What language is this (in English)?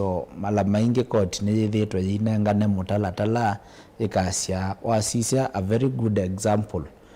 Kamba